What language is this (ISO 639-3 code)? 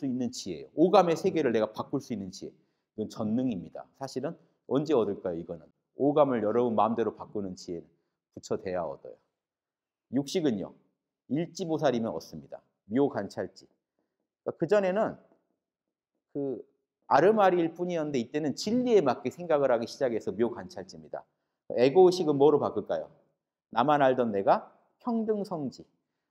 kor